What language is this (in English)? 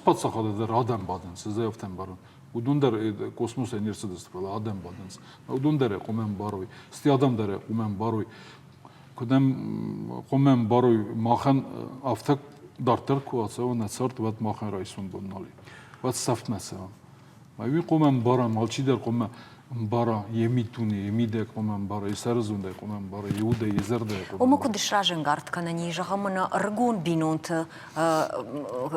Ossetic